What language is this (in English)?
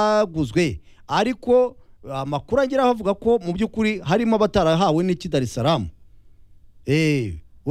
Kinyarwanda